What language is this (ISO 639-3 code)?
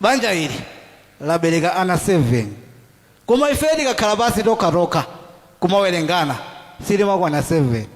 nya